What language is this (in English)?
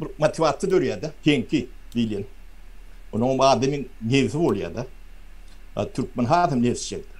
Turkmen